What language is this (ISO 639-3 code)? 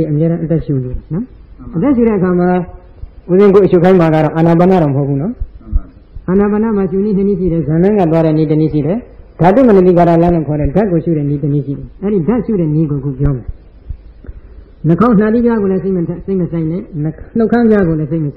mya